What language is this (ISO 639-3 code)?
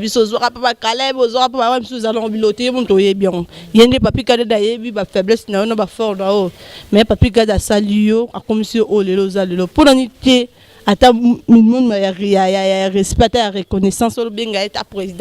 lin